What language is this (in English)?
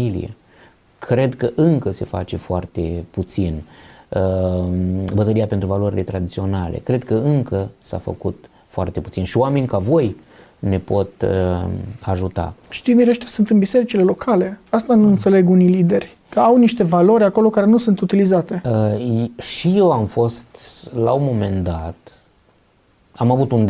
Romanian